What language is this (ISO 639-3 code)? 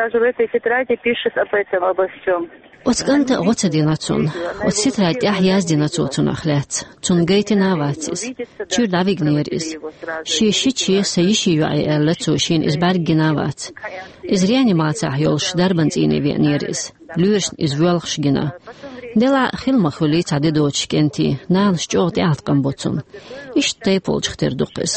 che